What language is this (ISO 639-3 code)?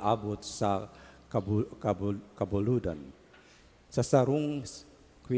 bik